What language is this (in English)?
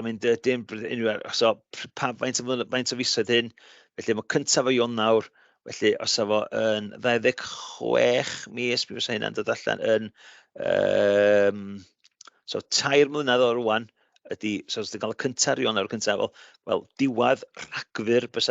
Welsh